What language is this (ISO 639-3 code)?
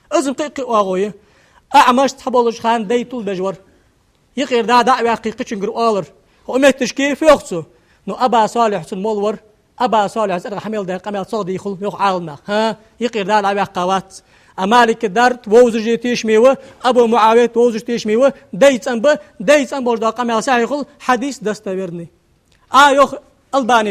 inh